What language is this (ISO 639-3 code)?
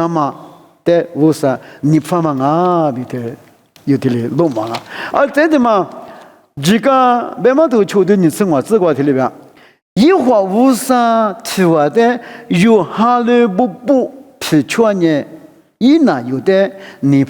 lis